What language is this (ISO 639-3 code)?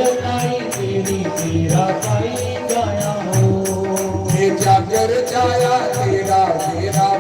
doi